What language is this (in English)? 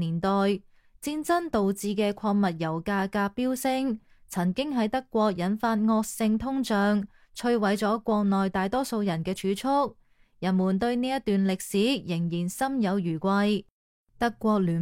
Cantonese